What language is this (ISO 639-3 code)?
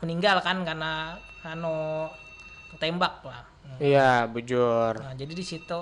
bjn